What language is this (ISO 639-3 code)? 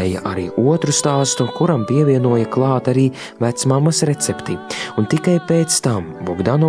lav